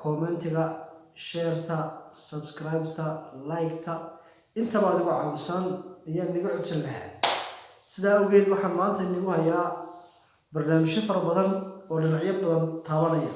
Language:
Somali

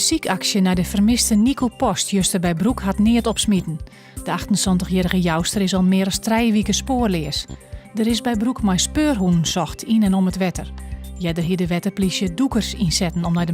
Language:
Western Frisian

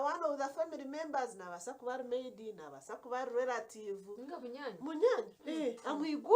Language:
Nyankole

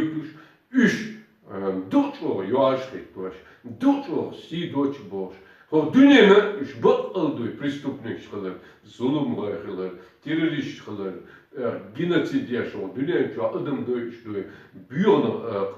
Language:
Chechen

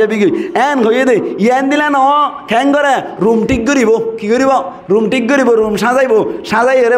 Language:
Rohingya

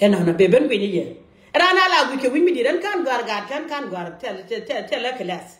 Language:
Nuer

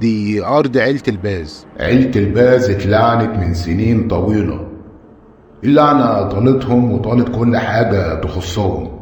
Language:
Egyptian Arabic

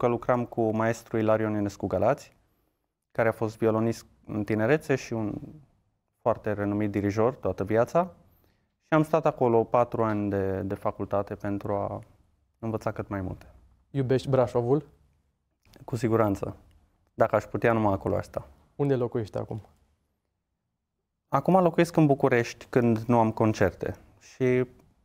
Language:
Romanian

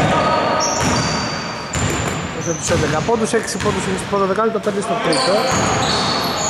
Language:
Greek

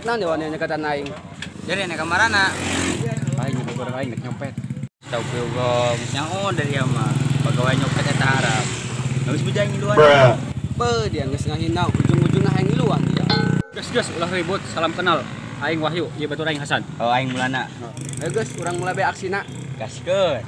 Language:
Sundanese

